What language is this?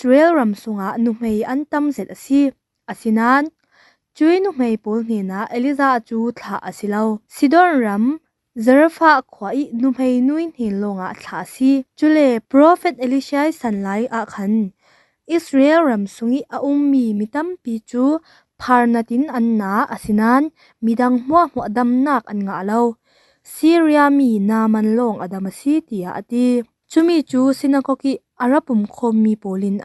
Falam Chin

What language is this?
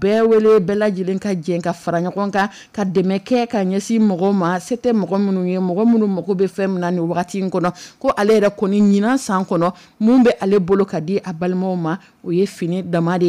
Dyula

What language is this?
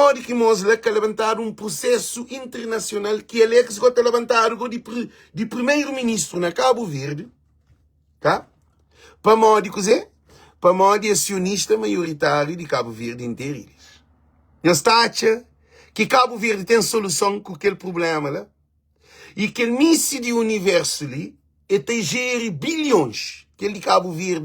Kabuverdianu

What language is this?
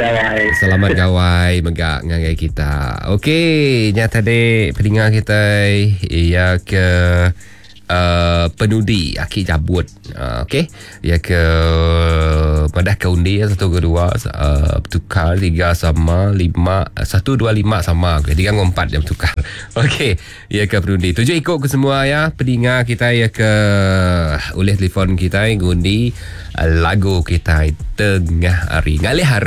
Iban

